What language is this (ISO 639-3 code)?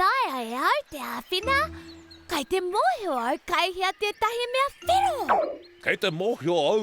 mri